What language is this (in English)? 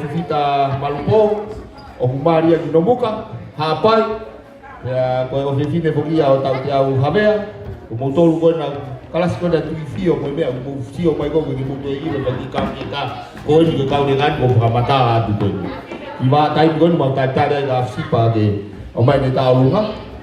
Tongan